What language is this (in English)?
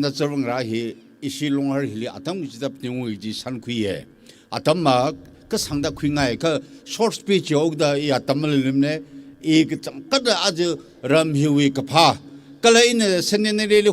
Tangkhul Naga (India)